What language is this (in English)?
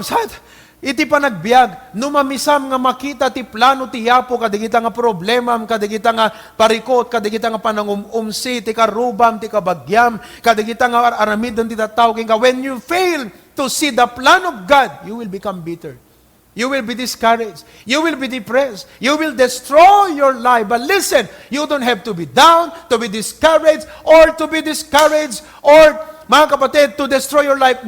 Iloko